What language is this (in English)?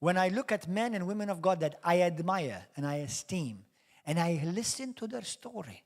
English